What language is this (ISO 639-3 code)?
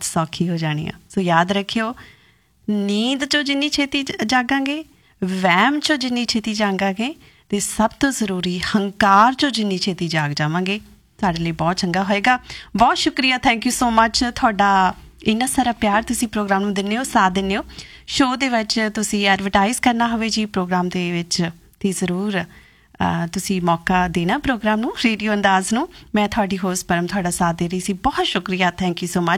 pan